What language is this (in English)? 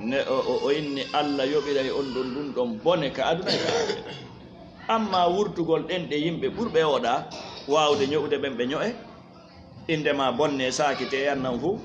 Fula